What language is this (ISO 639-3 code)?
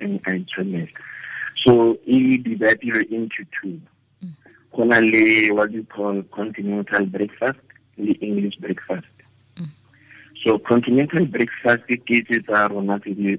tsn